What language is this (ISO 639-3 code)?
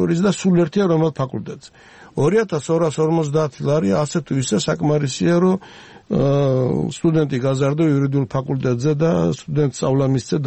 kat